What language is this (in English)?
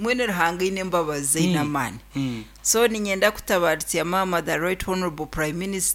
Nyankole